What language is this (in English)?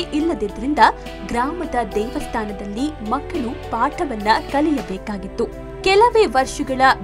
Kannada